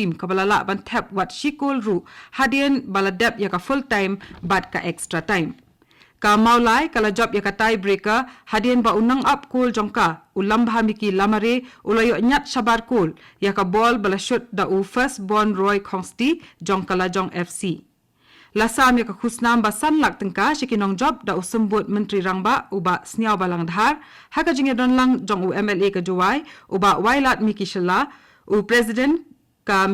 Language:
Khasi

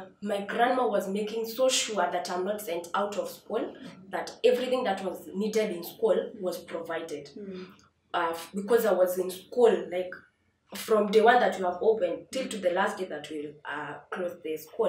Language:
English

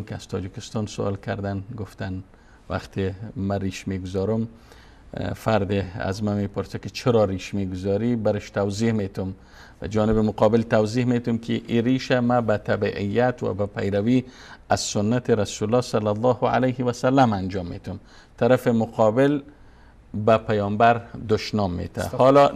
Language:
Persian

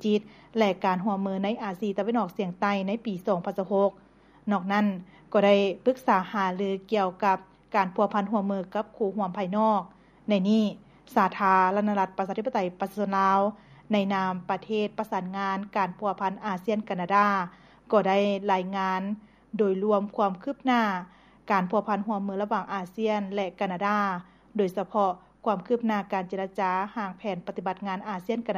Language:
Lao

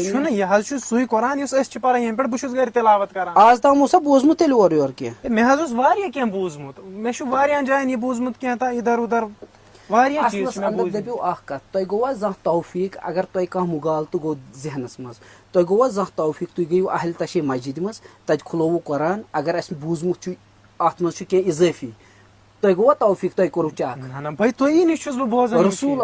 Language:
Kashmiri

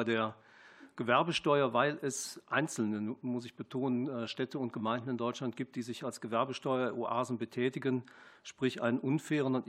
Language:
German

